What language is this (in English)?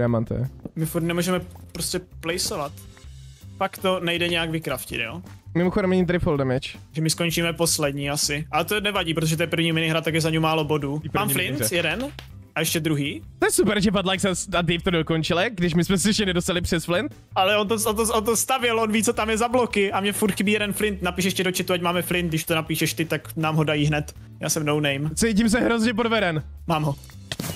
Czech